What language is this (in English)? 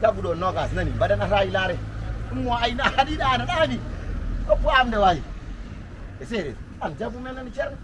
Fula